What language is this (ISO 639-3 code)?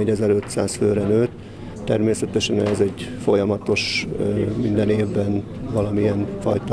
hun